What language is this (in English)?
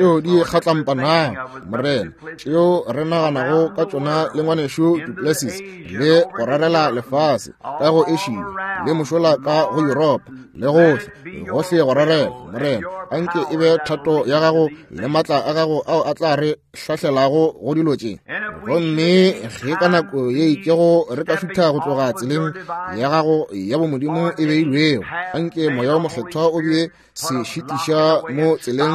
Northern Sotho